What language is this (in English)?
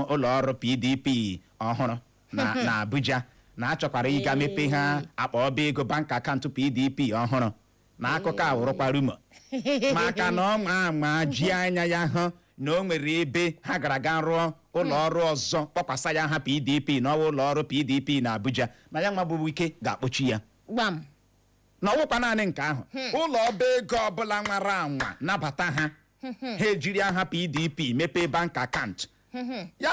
Igbo